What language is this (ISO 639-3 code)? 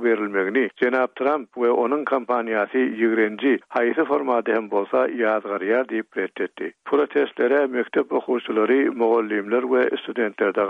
tuk